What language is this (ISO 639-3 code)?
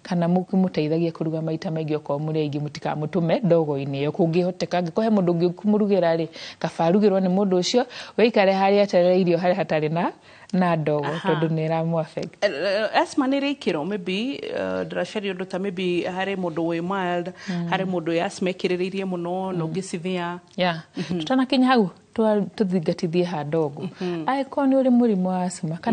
kik